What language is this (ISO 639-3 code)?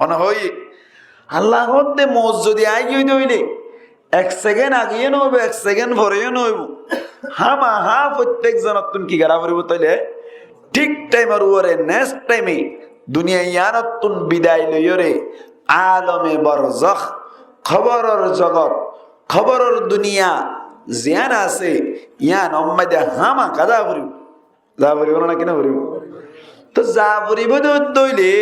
rhg